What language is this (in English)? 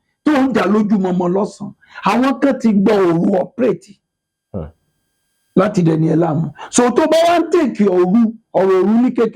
Yoruba